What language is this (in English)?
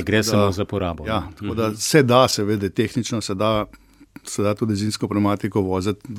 Slovenian